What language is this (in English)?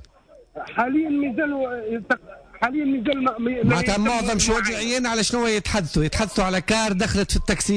Tunisian Arabic